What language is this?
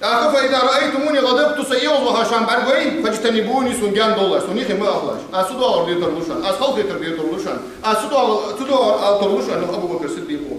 Ingush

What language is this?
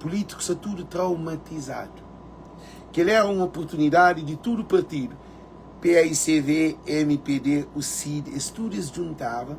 Kabuverdianu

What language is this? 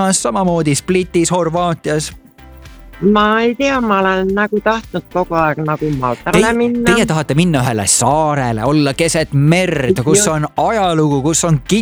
Estonian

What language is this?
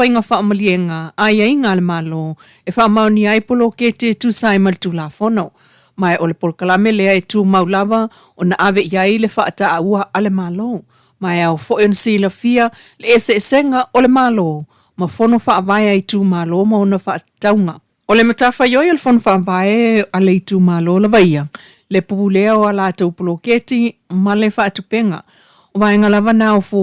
Samoan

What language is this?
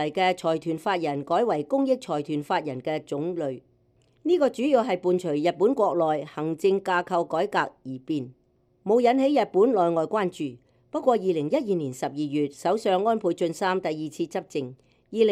Cantonese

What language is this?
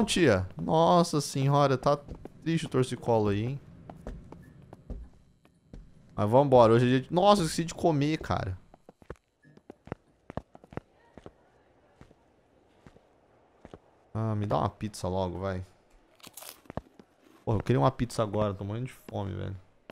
Portuguese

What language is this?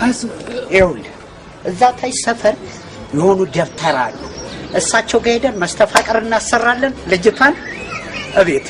Amharic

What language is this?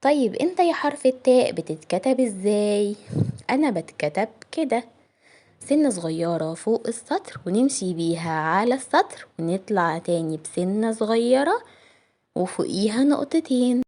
Egyptian Arabic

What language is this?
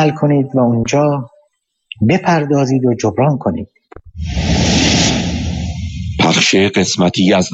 Persian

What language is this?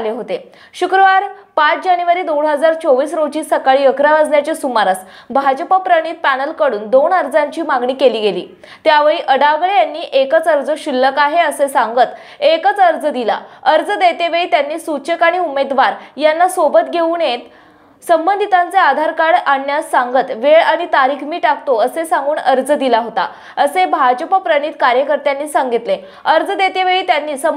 Marathi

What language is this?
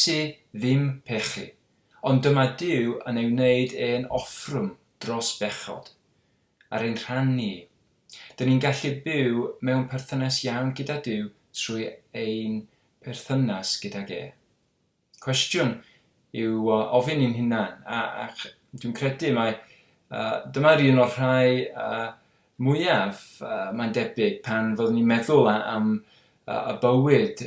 Welsh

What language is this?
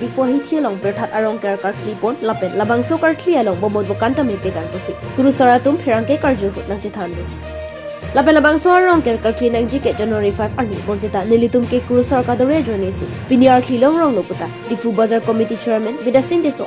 Karbi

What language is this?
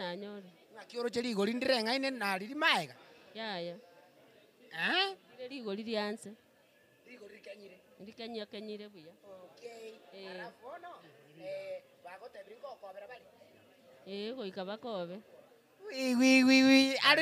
Gusii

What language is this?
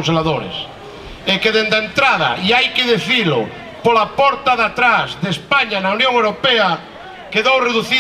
Galician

